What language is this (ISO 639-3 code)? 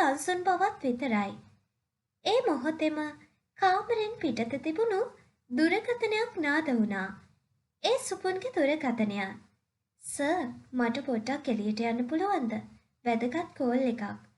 sin